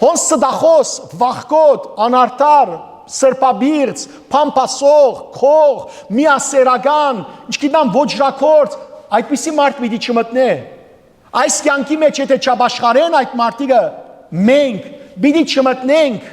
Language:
Western Armenian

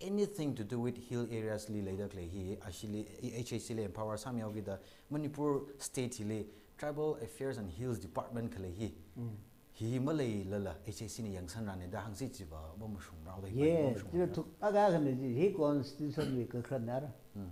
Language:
Tangkhul Naga (India)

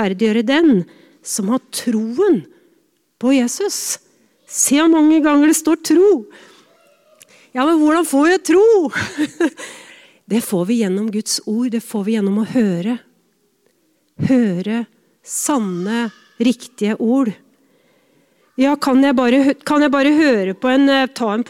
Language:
Norwegian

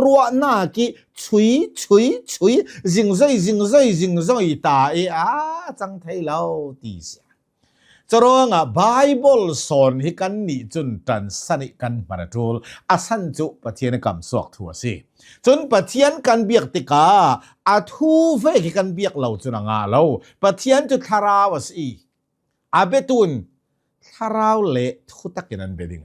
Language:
Hakha Chin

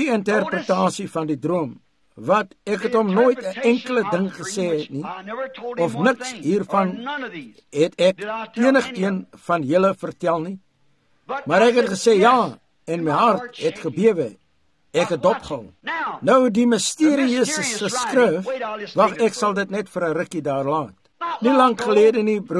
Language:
Afrikaans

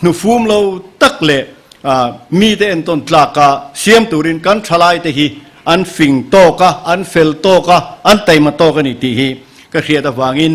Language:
Mizo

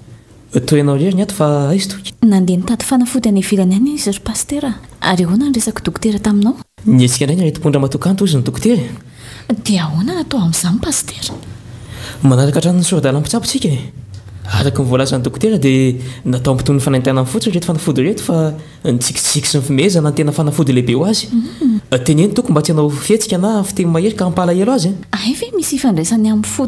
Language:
Malagasy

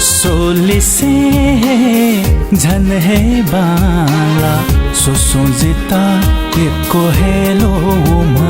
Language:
Newari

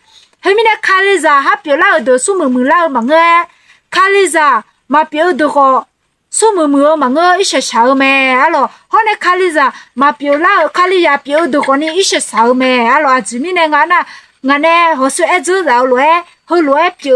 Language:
Akha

